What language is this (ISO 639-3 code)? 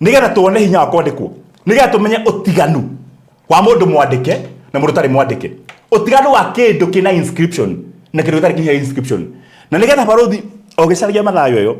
kik